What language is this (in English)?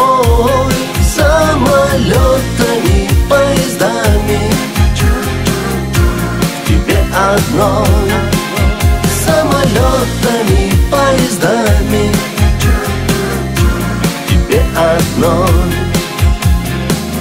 Russian